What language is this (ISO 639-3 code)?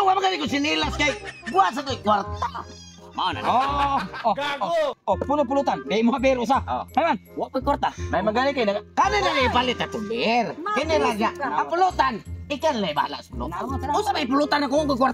ceb